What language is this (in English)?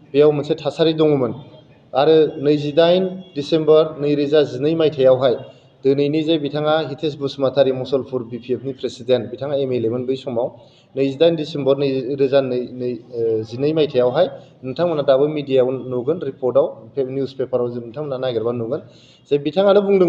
Bodo